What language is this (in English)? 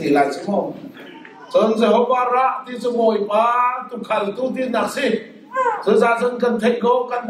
Hakha Chin